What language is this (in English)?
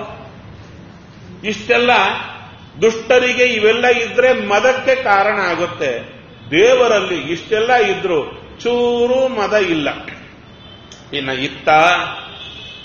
Kannada